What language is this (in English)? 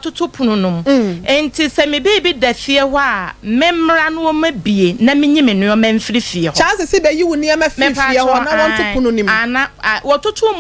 Akan